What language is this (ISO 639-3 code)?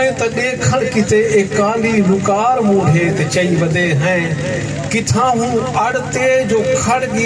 skr